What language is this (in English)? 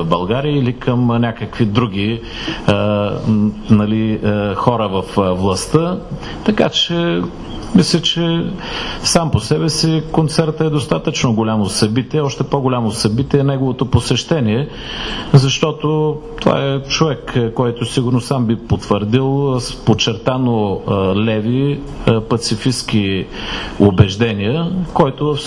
Bulgarian